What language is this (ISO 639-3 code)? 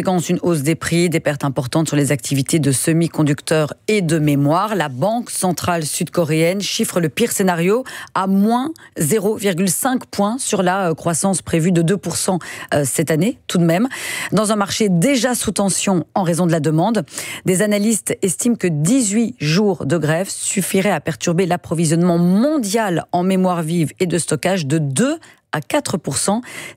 fra